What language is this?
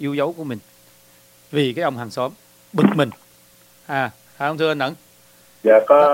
Vietnamese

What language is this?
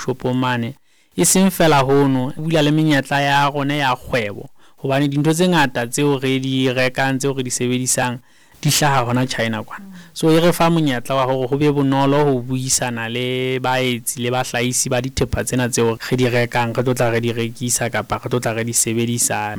Southern Sotho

